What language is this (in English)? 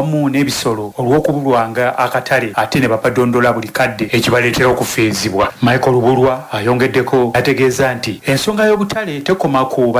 Ganda